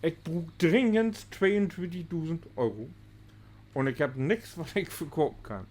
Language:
Low German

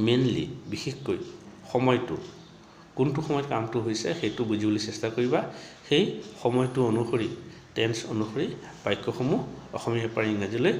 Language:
Assamese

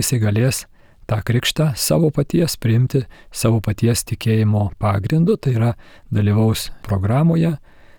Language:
Lithuanian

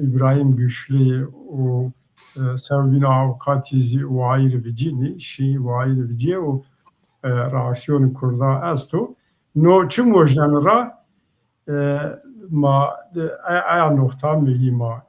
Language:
Zaza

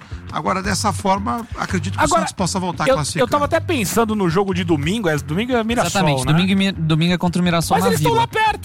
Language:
Portuguese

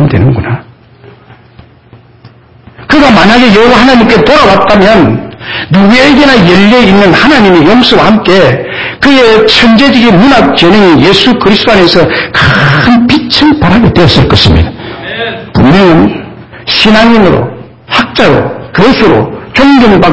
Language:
Korean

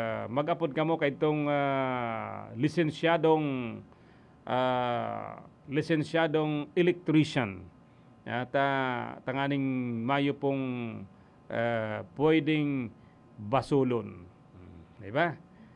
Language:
Bikol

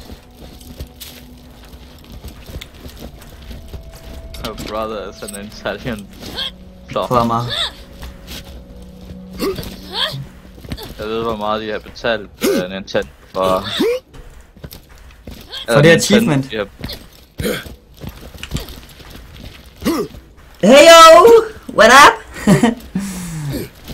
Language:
Danish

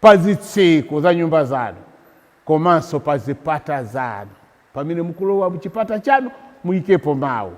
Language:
Nyanja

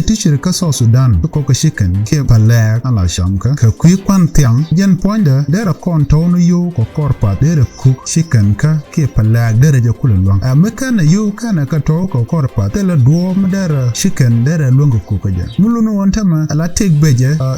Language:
Nuer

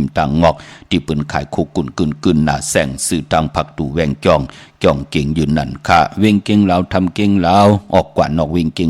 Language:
Shan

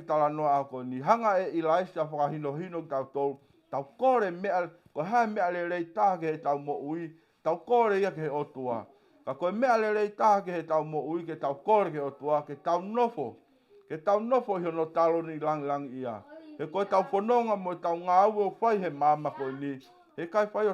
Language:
Tongan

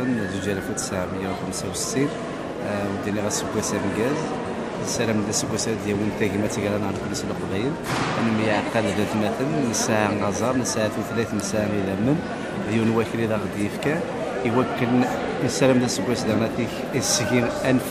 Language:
Kabyle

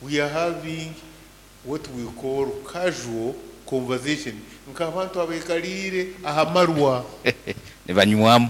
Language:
Nyankole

